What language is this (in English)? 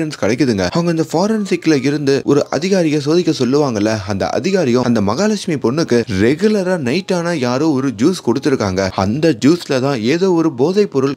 Tamil